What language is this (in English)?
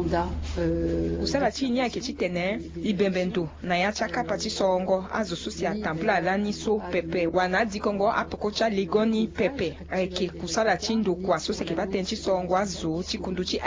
Sango